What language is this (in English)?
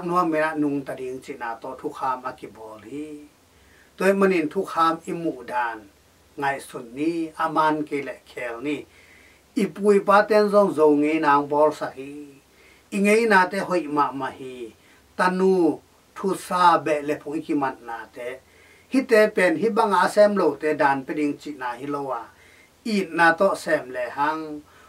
Tedim Chin